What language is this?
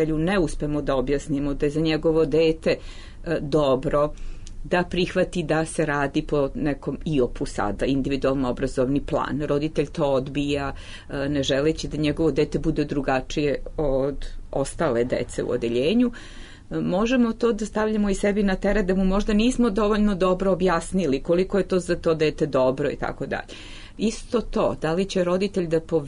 Serbian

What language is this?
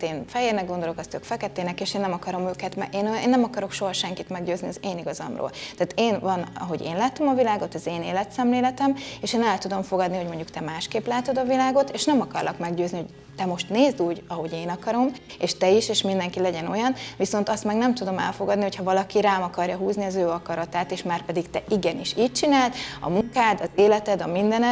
Hungarian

